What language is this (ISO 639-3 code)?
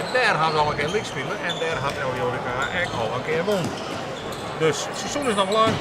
fry